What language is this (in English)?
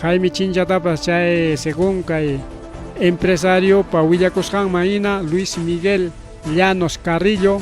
Ayacucho Quechua